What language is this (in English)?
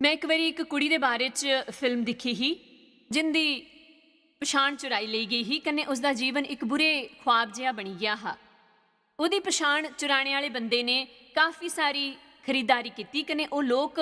Dogri